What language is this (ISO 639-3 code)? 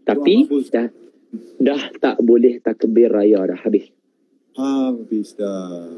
msa